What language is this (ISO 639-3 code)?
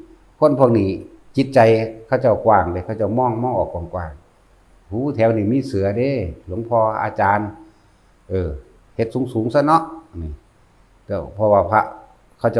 tts